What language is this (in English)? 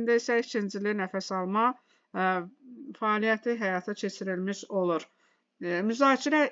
Azerbaijani